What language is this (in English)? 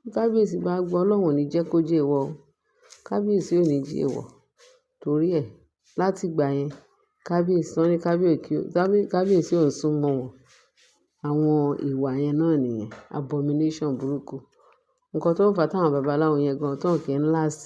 Yoruba